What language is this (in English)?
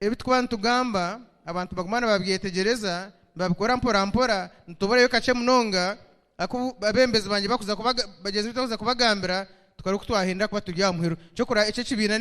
Nyankole